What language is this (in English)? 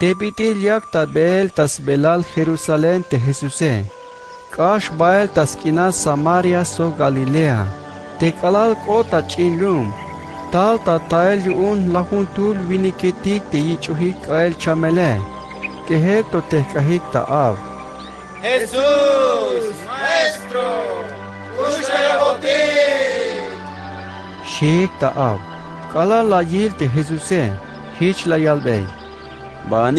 Tzeltal